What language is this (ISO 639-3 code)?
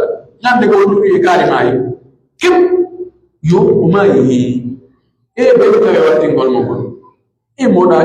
fuf